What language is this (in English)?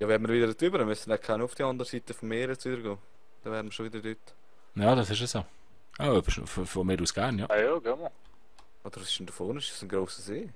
Swiss German